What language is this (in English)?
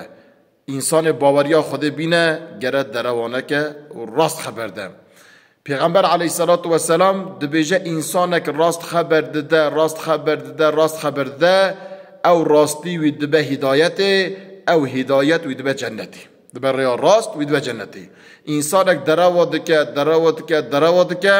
Kurdish